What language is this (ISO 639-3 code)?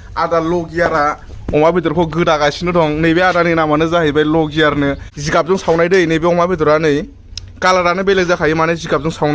brx